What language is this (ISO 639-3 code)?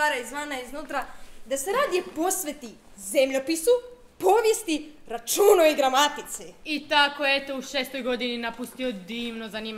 hrv